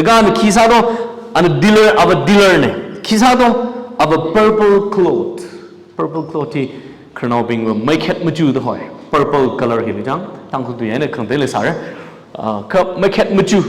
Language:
Tangkhul Naga (India)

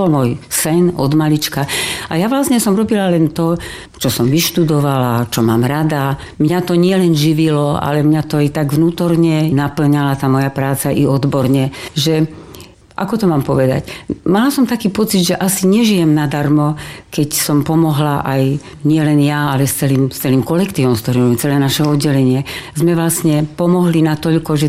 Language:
Slovak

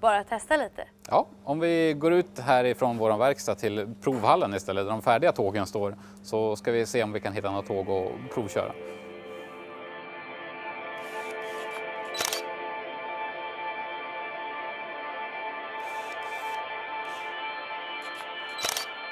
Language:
Swedish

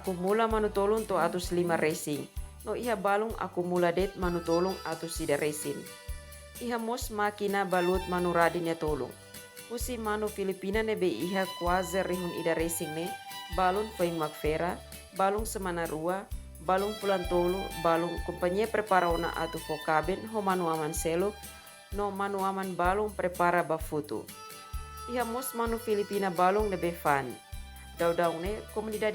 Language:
Tetum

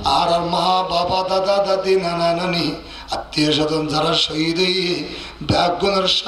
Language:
Rohingya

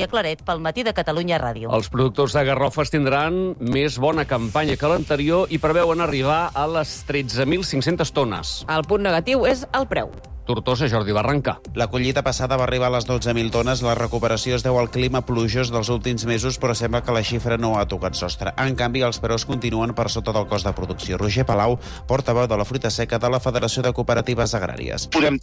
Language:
Catalan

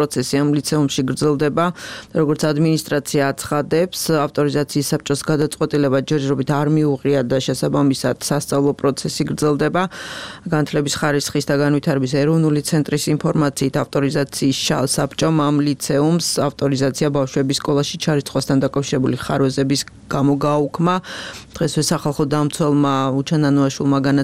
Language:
Georgian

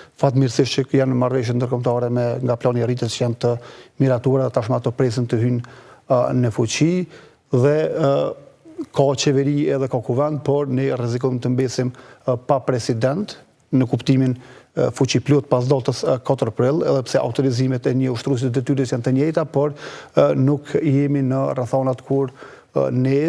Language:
Albanian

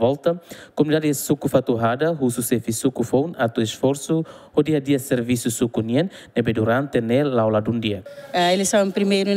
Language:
Tetum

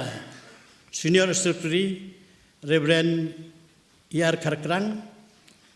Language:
Khasi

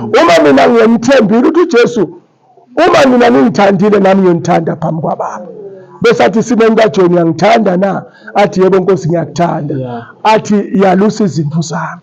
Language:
Zulu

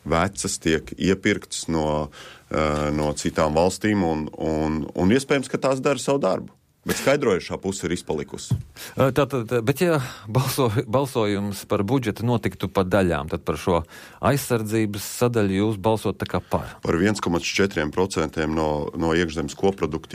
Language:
Latvian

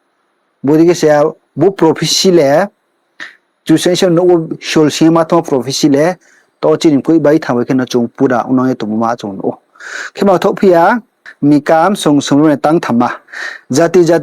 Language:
Riang (India)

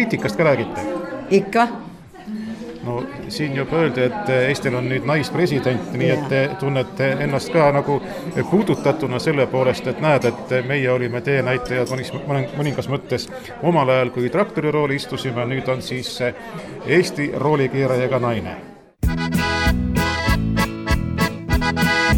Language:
Estonian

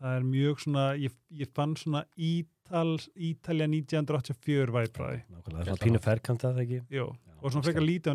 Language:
Icelandic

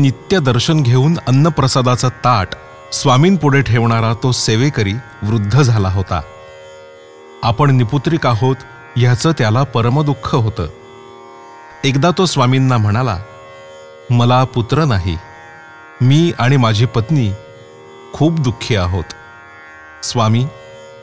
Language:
Marathi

